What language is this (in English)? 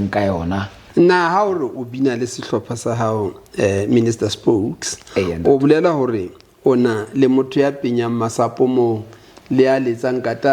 Southern Sotho